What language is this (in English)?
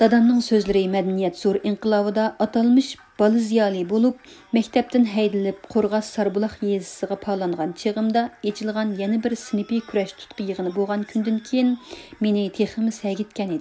Uyghur